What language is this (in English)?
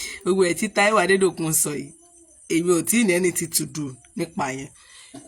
Yoruba